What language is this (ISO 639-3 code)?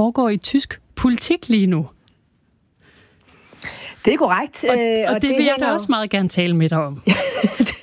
dan